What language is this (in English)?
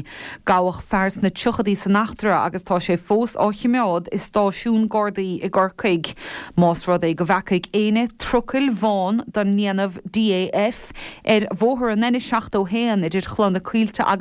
Irish